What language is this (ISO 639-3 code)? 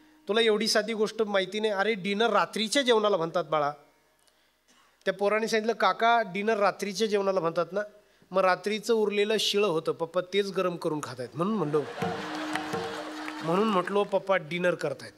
mar